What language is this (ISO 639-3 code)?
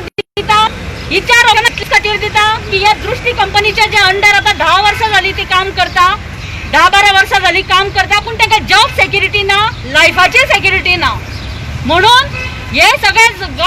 kok